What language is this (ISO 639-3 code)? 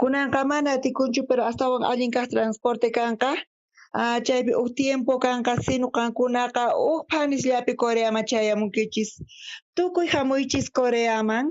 quh